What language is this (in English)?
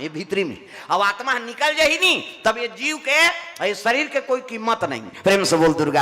Chhattisgarhi